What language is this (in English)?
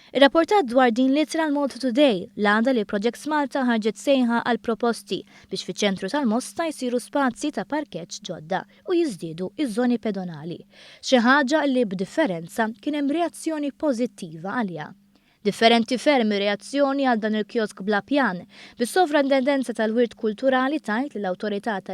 Maltese